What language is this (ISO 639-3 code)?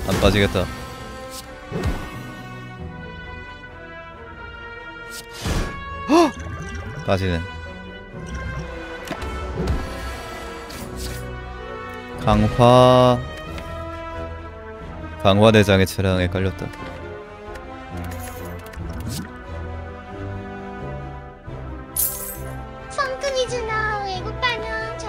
kor